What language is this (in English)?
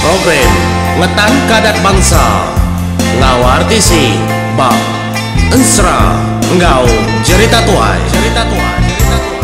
Iban